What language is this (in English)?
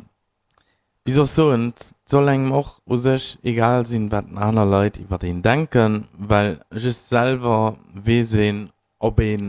Luxembourgish